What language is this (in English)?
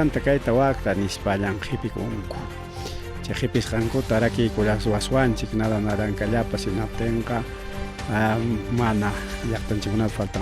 Ayacucho Quechua